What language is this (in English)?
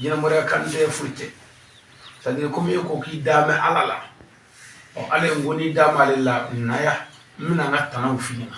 Bambara